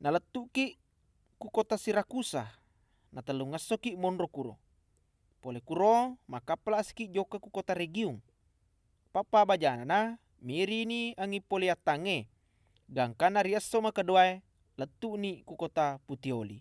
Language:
Buginese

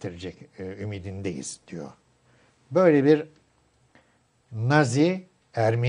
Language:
Turkish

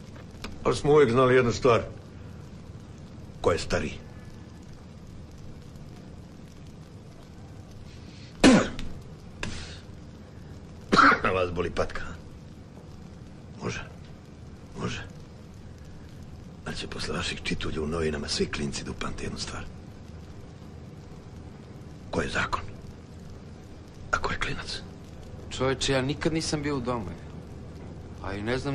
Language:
Serbian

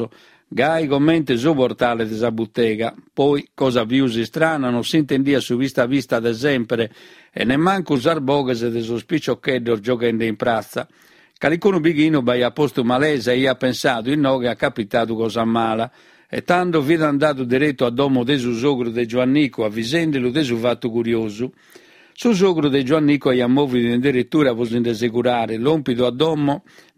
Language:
Sardinian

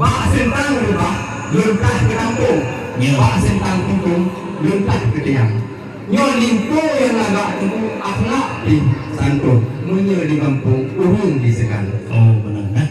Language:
Achinese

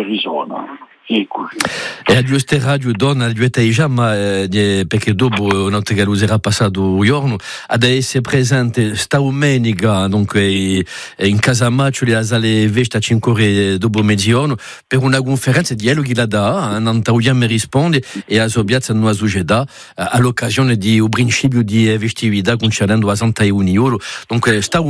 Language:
Italian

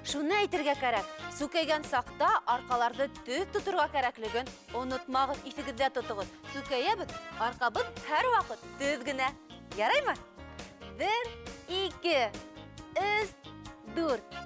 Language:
Bashkir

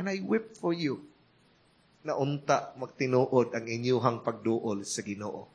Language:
Cebuano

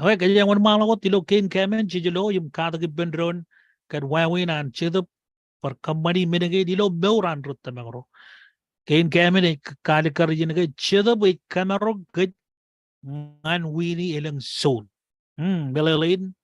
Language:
Marshallese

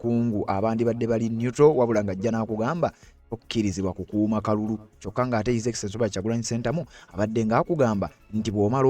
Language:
Ganda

